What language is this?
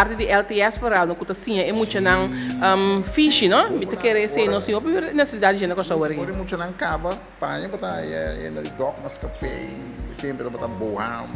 Papiamento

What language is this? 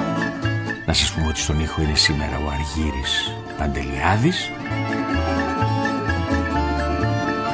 Greek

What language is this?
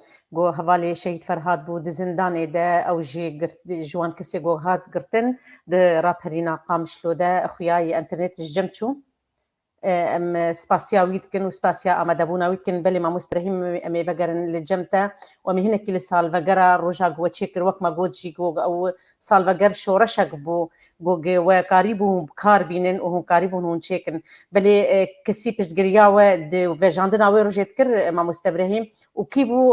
Kurdish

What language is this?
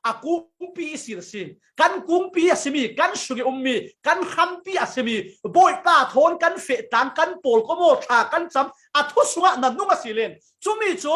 Falam Chin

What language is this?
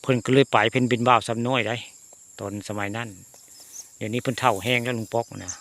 Northeastern Thai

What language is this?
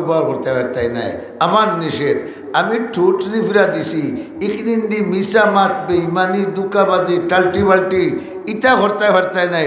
Sylheti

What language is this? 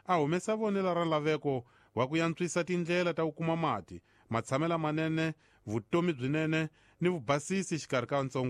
Tsonga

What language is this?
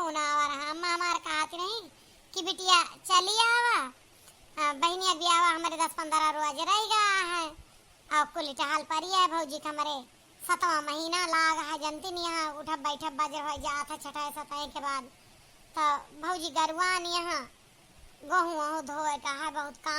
Awadhi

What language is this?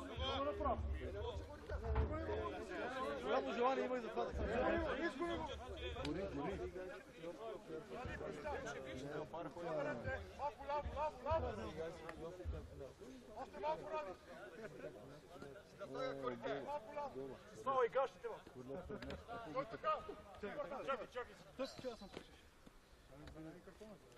Bulgarian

